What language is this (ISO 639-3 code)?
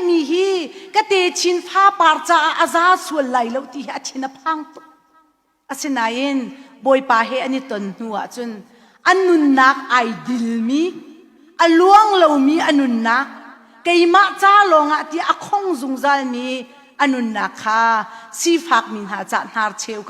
cnh